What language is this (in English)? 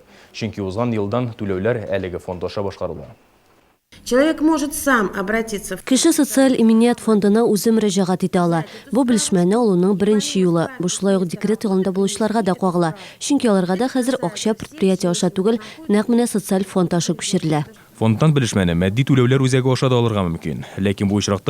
Tatar